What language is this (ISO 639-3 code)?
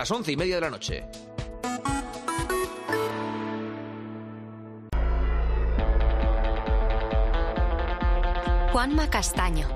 spa